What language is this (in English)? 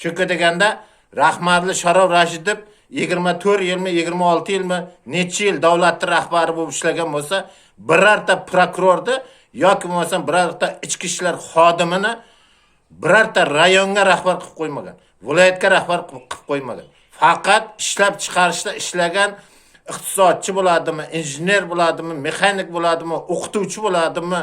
Uzbek